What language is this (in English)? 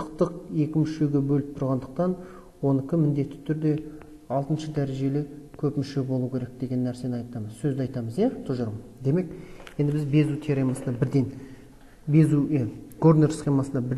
Kazakh